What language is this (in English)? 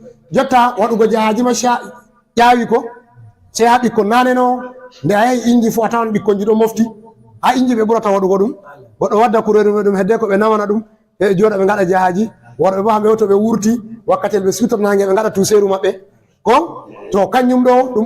Fula